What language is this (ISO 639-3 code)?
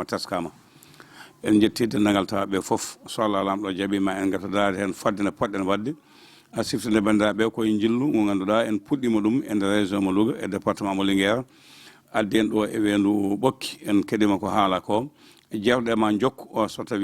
ful